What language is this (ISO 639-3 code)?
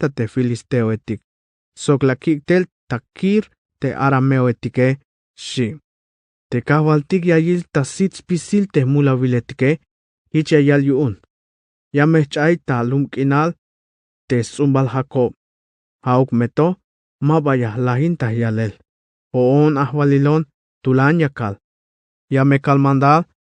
tzh